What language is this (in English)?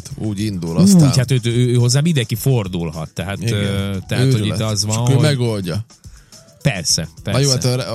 Hungarian